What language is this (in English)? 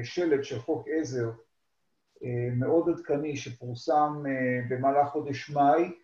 Hebrew